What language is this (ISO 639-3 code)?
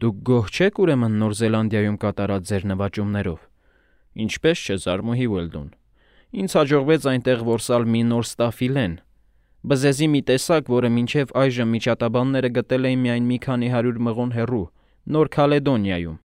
hye